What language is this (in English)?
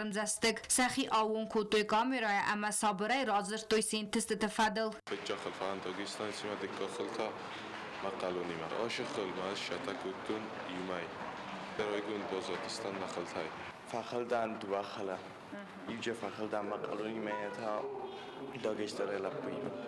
Ossetic